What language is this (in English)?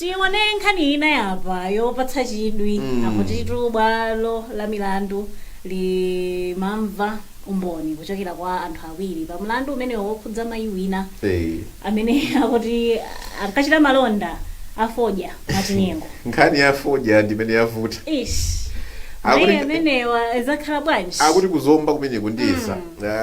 Nyanja